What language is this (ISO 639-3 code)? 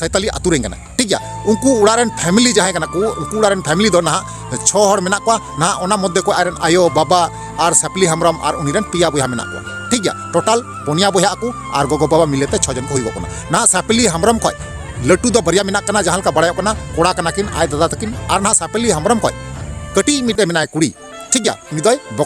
sat